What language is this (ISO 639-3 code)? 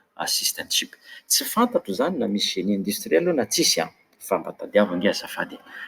mlg